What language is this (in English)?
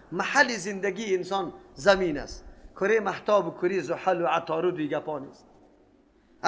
Persian